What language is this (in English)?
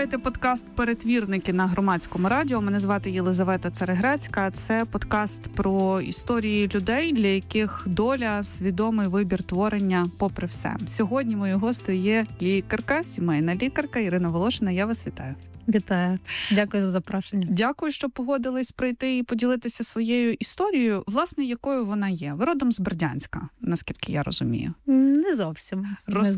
Ukrainian